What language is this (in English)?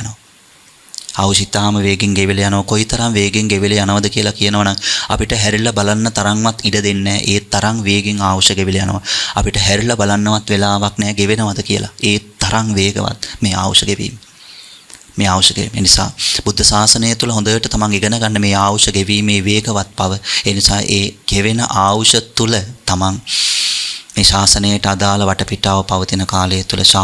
Sinhala